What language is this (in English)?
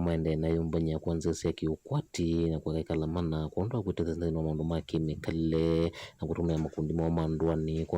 Kamba